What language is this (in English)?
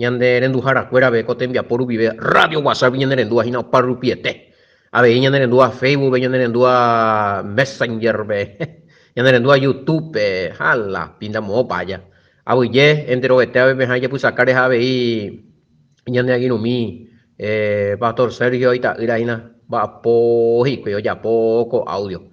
Guarani